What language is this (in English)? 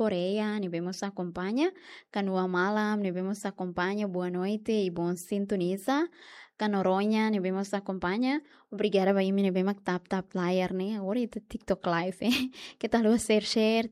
Tetum